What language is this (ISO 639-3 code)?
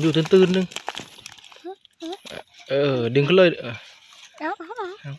tts